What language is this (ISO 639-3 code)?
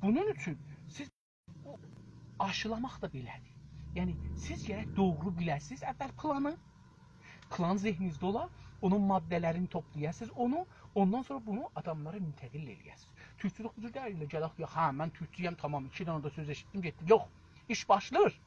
azb